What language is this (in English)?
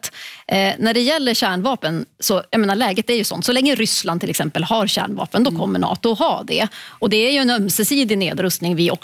Swedish